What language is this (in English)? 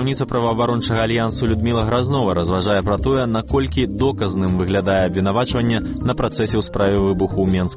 Belarusian